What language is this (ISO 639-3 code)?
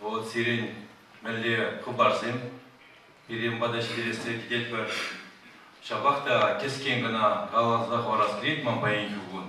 chv